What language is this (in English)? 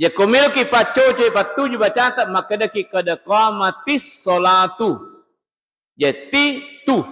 Buginese